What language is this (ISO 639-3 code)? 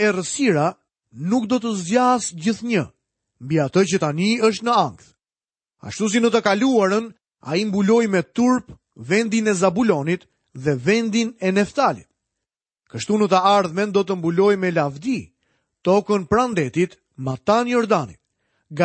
sqi